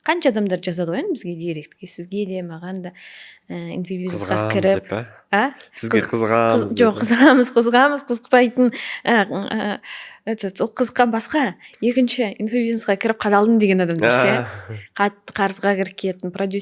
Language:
Kazakh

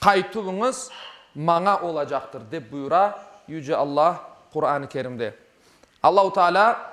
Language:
Crimean Tatar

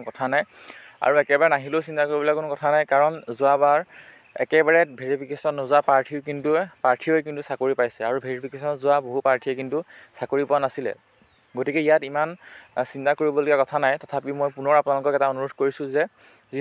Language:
Assamese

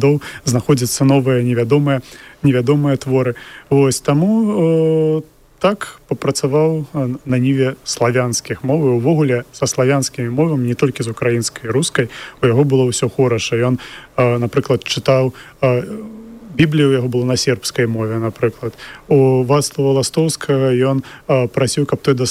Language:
Belarusian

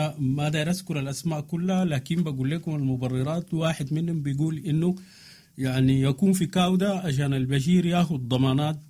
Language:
Sudanese Arabic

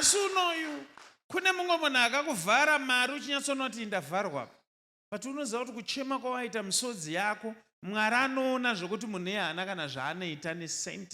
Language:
Shona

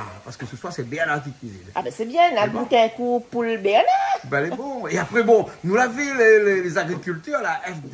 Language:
Réunion Creole French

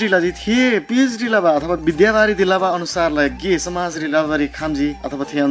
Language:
Eastern Tamang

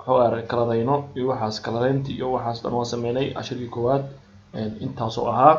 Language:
Somali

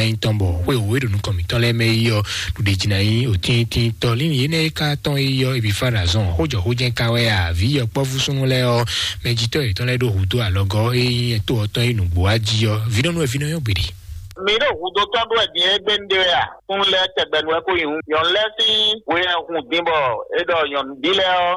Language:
Fon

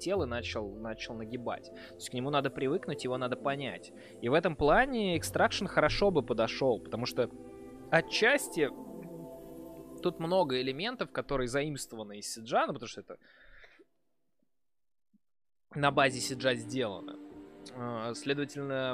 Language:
Russian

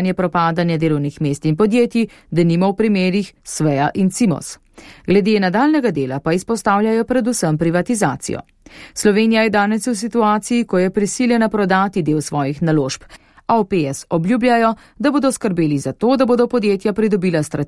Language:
Slovenian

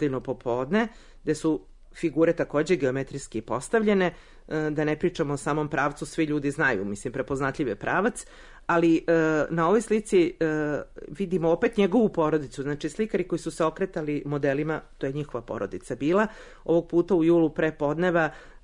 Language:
Serbian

